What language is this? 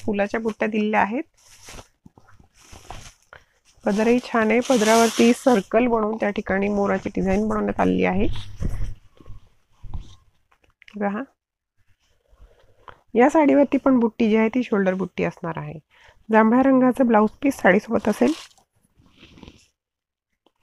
Marathi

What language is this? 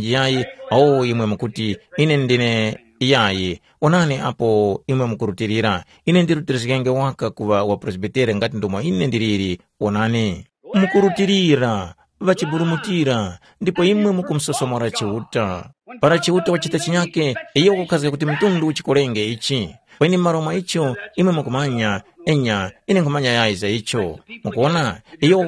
Tumbuka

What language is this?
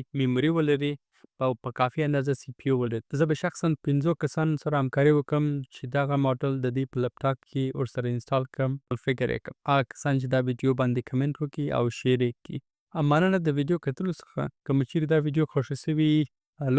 Pashto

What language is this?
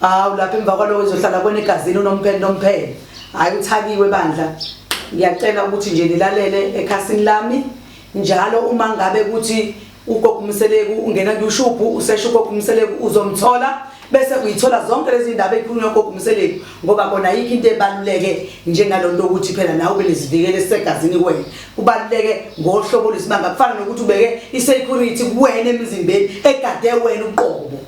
Zulu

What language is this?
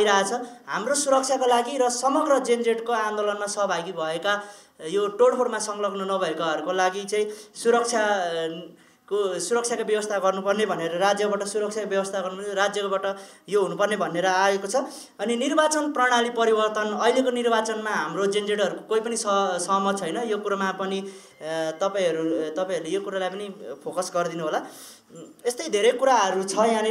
Nepali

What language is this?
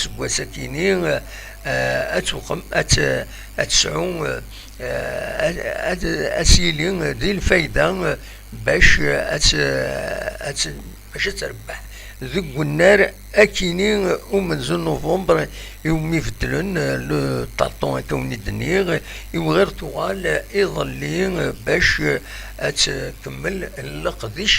Kabyle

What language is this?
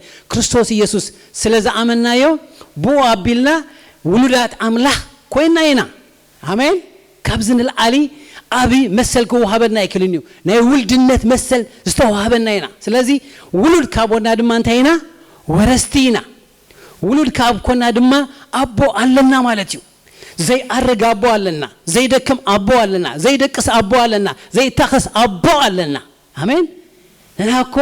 Tigrinya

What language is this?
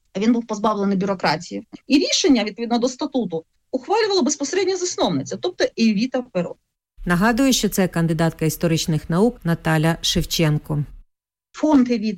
Ukrainian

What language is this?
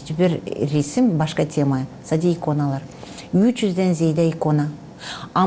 Gagauz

